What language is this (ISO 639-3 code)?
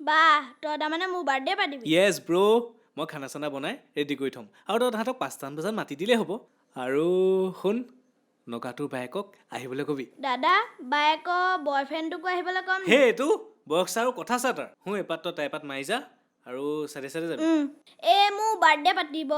asm